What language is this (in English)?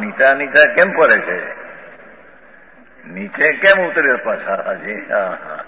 Gujarati